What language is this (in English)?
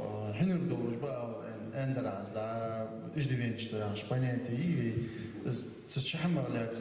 Ingush